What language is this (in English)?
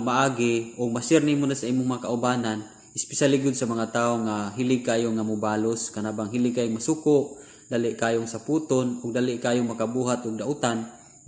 Cebuano